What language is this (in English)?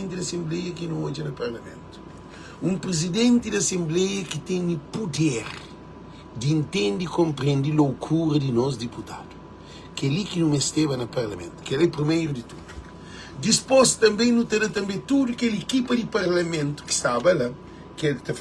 Kabuverdianu